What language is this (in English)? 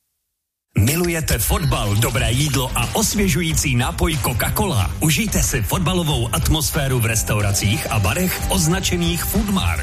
Czech